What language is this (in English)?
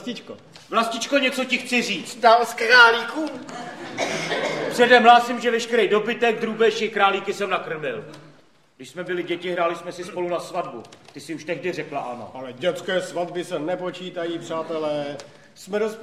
Czech